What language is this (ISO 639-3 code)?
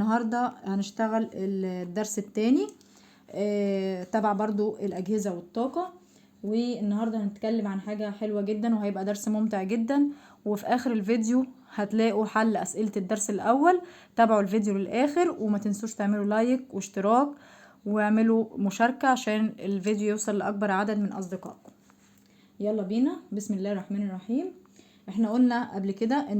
arz